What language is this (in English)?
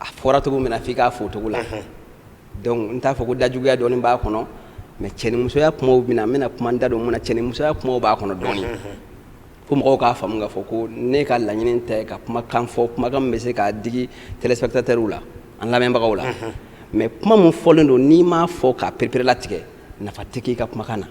Bambara